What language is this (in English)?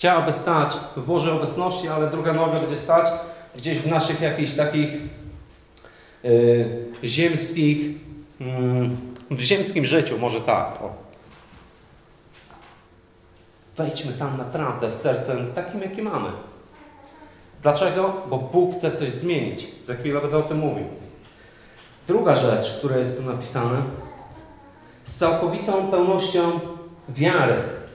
Polish